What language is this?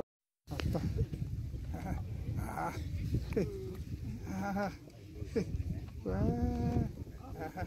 Xavánte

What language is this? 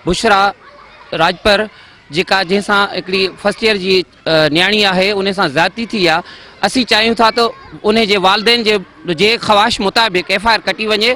Sindhi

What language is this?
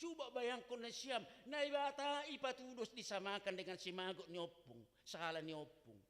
Batak Simalungun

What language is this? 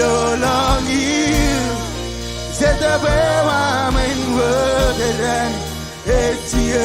Marshallese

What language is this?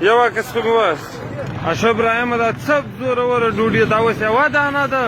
Pashto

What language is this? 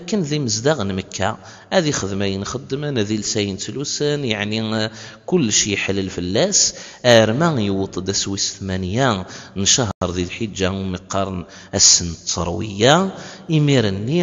Kabyle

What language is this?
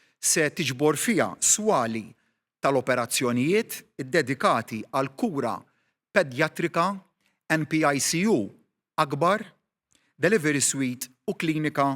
Maltese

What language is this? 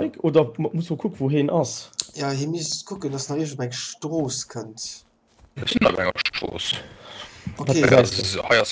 Luxembourgish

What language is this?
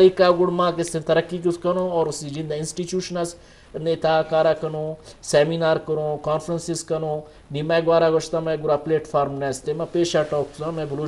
Eastern Balochi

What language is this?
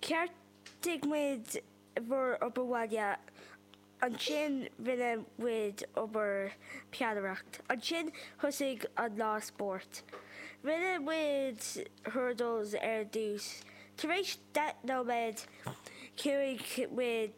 Irish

